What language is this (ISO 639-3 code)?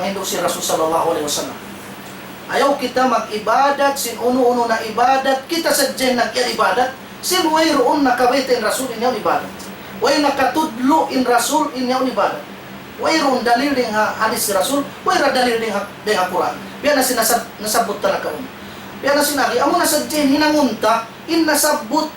tsg